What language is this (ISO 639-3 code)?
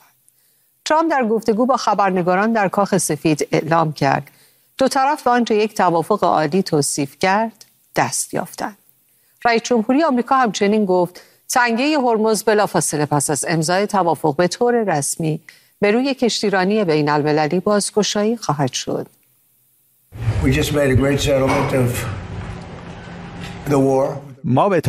fas